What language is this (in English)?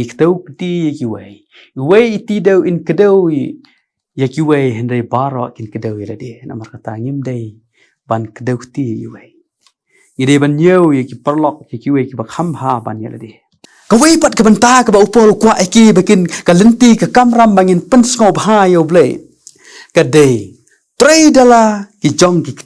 Khasi